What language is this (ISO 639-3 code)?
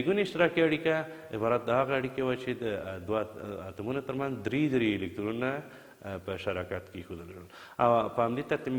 pus